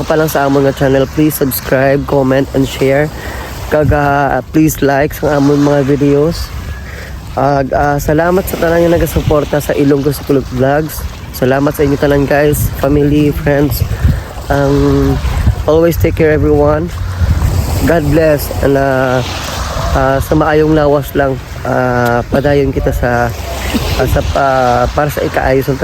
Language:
Hiligaynon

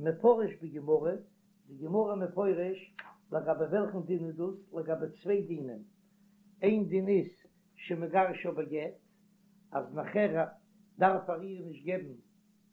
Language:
Yiddish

